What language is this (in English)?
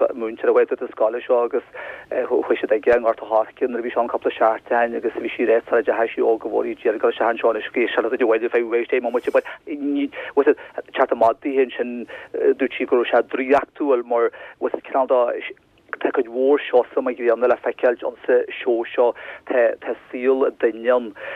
Irish